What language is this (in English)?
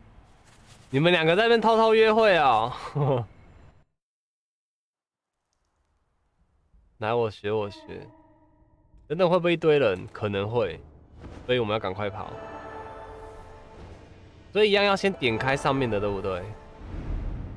Chinese